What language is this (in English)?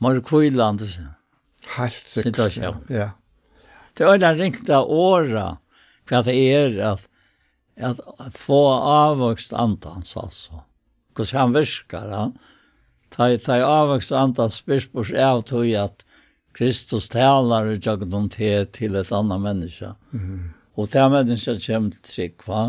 Faroese